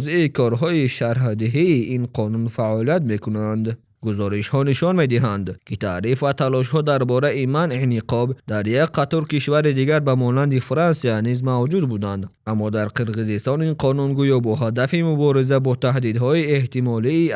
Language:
Tajik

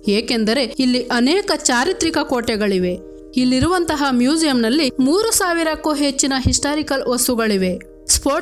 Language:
Kannada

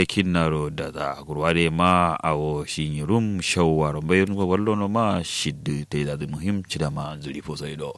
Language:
Kanuri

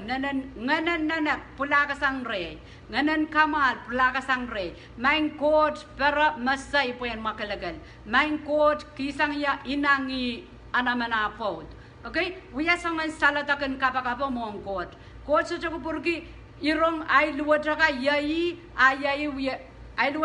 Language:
Pohnpeian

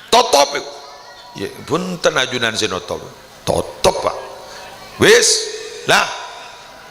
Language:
Madurese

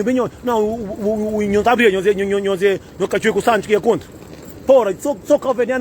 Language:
Kabuverdianu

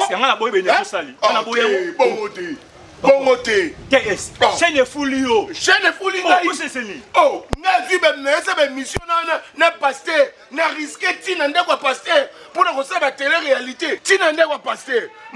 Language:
Lingala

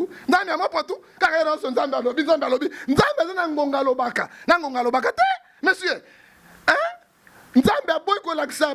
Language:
Lingala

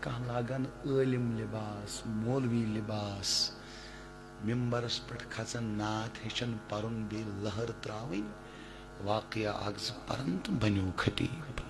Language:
Kashmiri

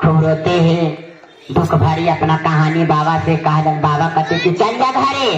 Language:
Magahi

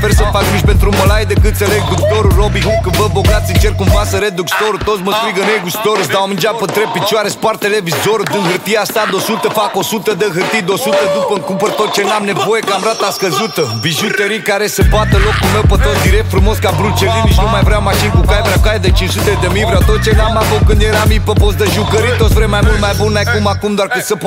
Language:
Romanian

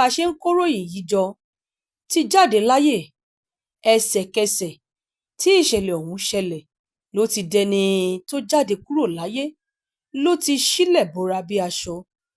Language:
Yoruba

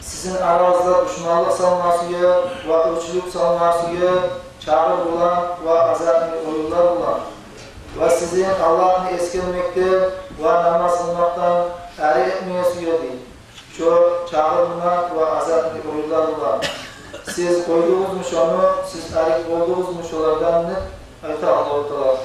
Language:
Kumyk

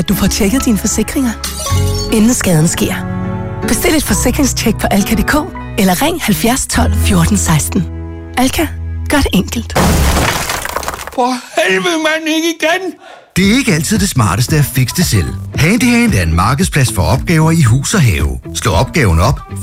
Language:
Danish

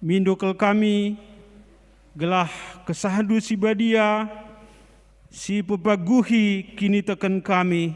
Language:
Batak Karo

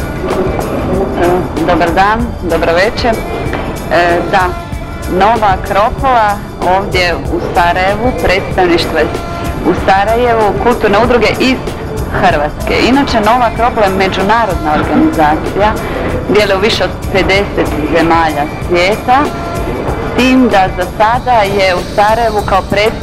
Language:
Croatian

